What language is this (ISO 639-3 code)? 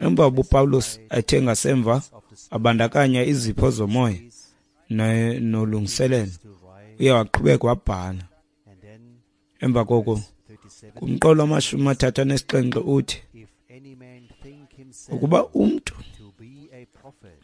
xho